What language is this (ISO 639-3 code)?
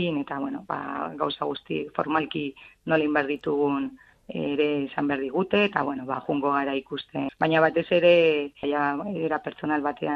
eus